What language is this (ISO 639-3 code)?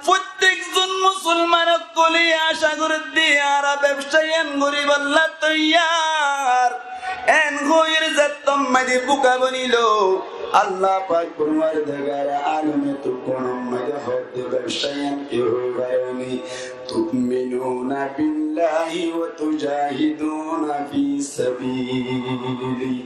rhg